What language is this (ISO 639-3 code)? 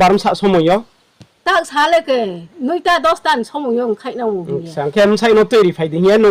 ria